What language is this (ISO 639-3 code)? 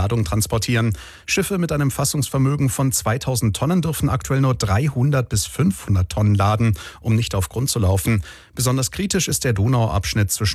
deu